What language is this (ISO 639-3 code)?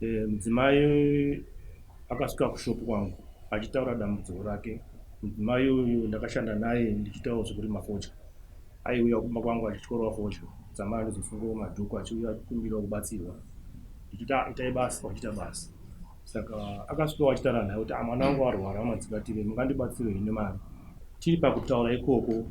sna